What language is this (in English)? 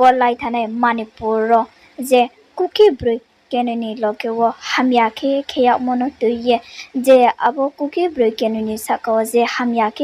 Riang (India)